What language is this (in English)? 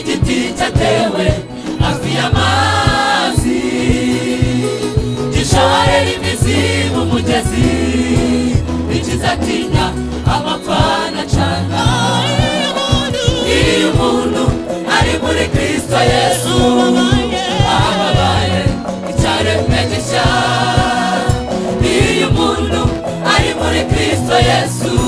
Kinyarwanda